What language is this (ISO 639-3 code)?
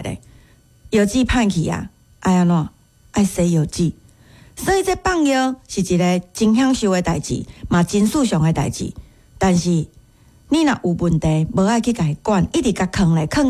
nan